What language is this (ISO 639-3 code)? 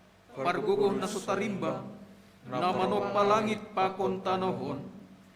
bts